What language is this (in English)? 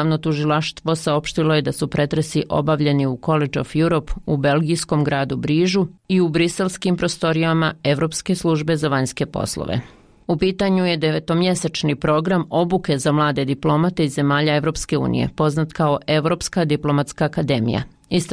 Bosnian